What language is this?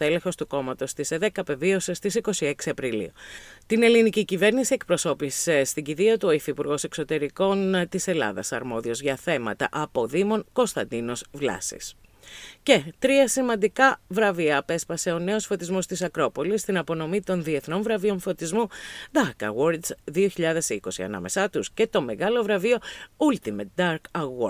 Greek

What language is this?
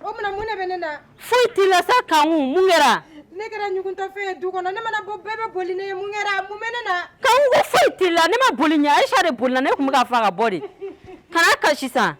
Bambara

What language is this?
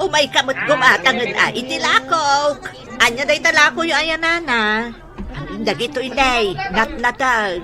Iloko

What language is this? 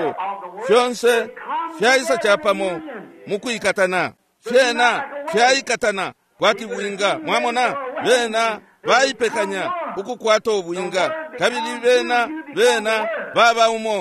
Bemba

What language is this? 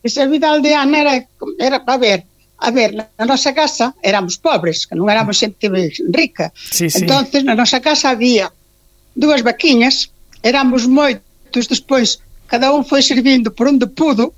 Galician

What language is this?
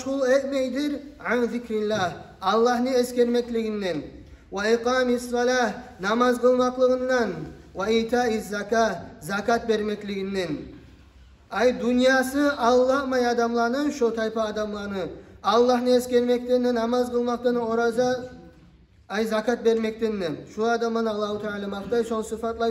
Kumyk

